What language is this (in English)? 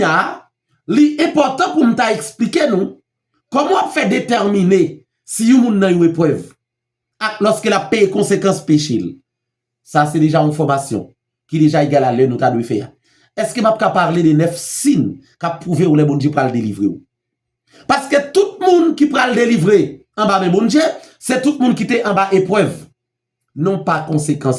Haitian Creole